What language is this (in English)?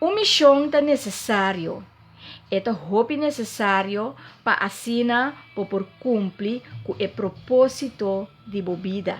Papiamento